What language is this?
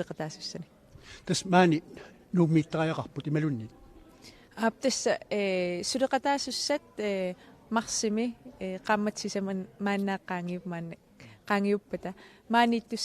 Kalaallisut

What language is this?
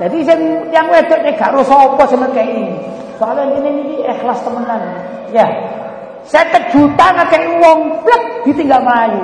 Javanese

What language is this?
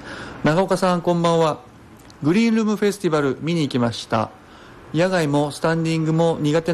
Japanese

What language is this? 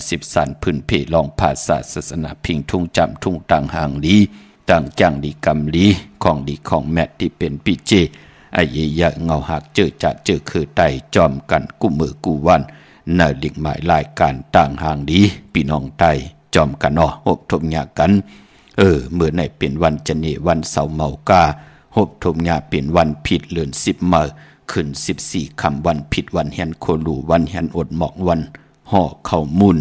Shan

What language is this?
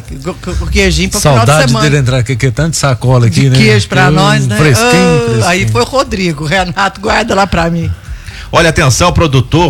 Portuguese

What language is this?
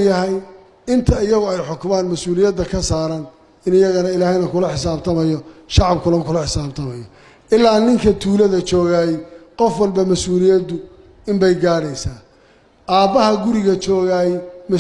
Somali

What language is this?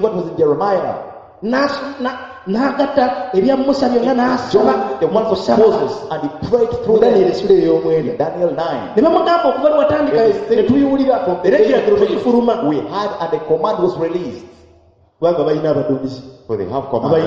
Ganda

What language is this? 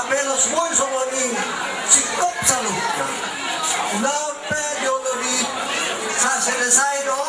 Batak Toba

